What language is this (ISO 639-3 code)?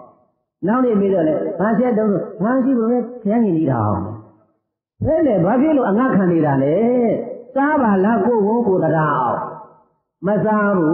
mya